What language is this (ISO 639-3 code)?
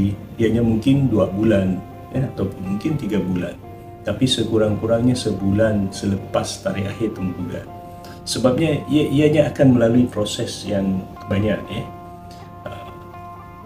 msa